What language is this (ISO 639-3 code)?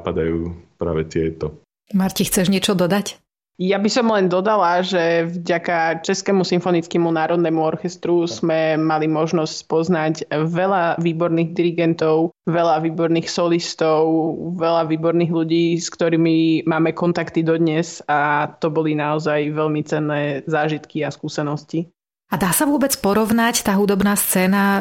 slk